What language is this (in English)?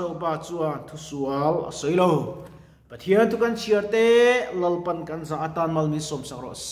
Mizo